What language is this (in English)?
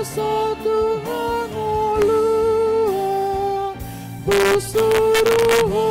Batak Toba